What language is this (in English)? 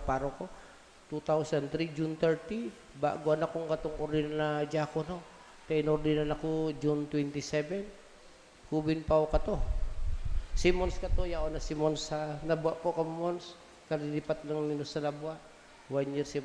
Bikol